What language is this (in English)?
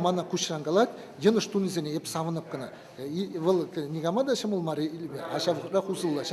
Chuvash